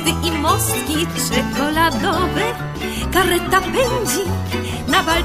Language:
Polish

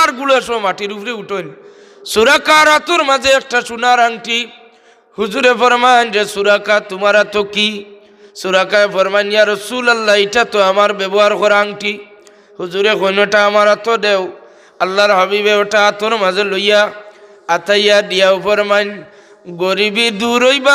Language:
Sylheti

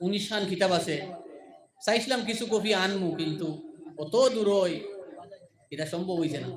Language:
Sylheti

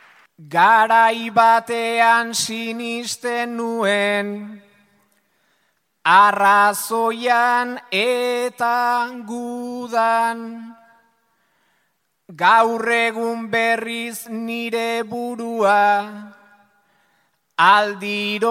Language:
Basque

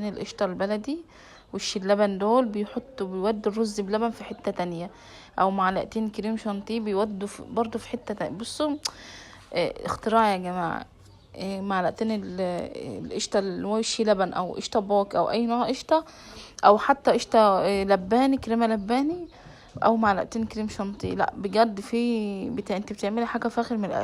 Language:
Egyptian Arabic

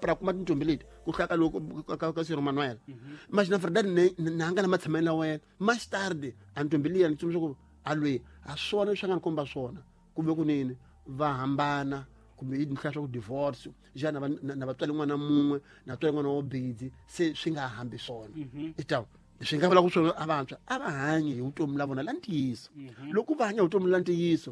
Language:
Tsonga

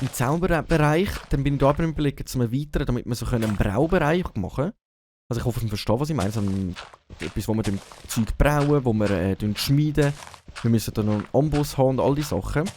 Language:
Swiss German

